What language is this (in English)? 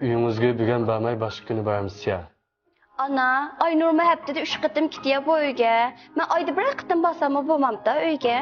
Uyghur